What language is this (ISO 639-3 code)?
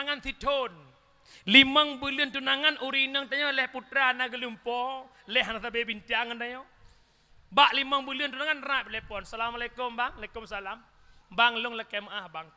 ace